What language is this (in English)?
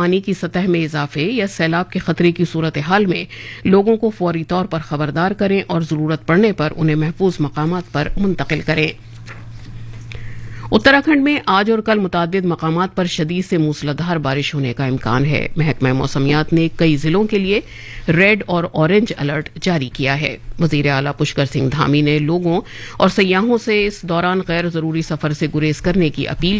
Urdu